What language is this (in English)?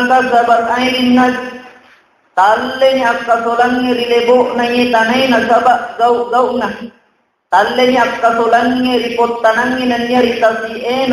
Buginese